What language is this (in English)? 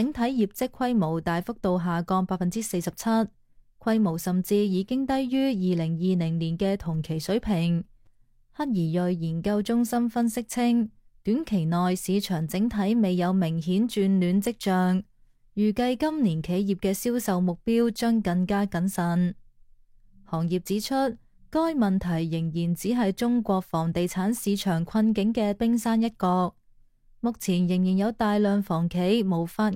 Cantonese